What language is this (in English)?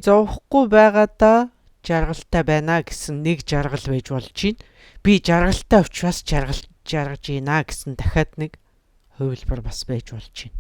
Mongolian